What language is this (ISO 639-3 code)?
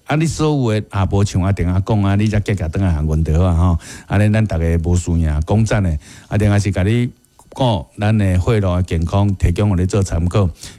nan